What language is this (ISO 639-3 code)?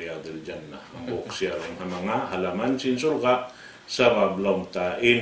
tsg